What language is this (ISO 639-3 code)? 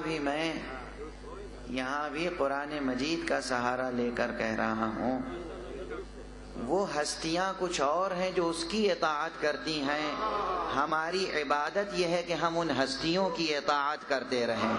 urd